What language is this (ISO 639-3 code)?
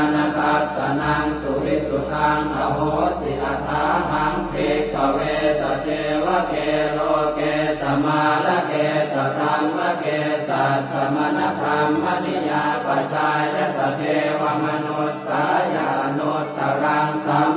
pli